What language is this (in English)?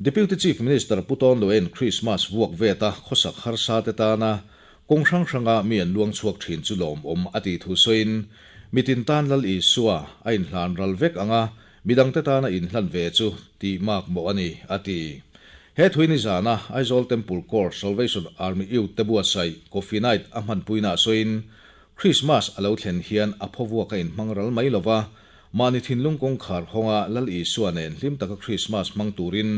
Mizo